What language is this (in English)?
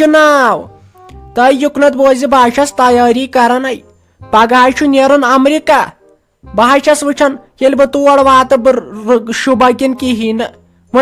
Kashmiri